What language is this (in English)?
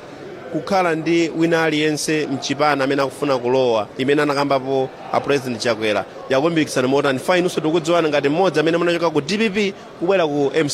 Nyanja